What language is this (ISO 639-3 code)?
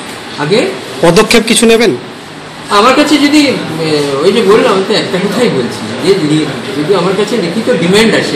ben